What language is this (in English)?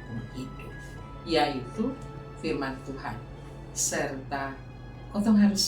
Kupang Malay